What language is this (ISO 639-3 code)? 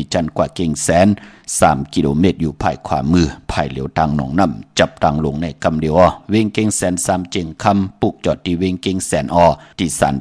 shn